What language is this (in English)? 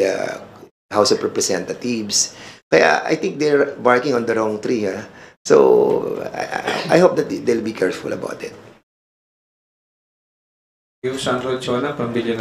Filipino